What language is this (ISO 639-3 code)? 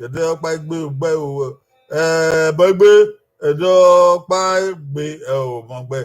bin